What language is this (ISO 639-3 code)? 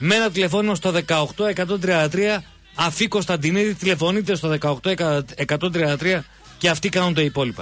ell